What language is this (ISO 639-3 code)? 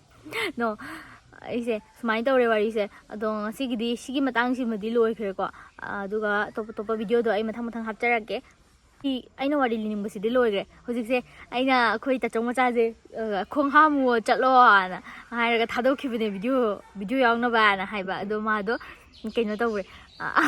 mni